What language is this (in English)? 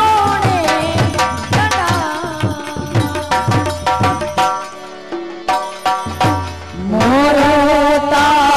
Gujarati